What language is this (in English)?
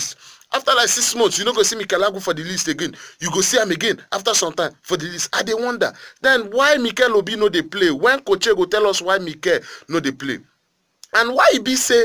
Nigerian Pidgin